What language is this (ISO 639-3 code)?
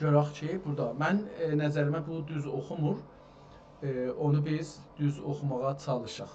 azb